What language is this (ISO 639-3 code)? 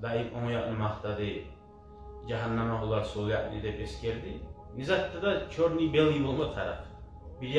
kum